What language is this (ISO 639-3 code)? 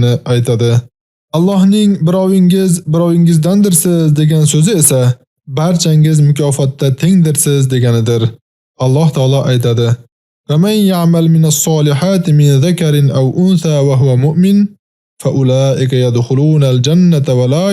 uzb